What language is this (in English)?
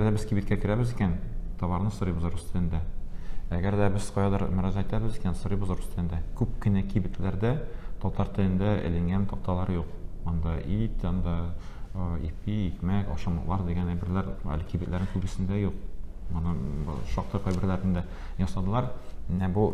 Tatar